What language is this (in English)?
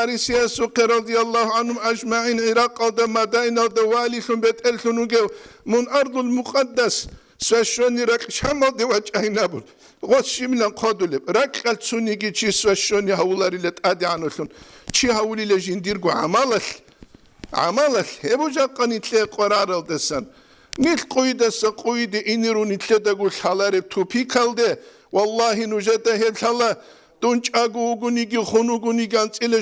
Avaric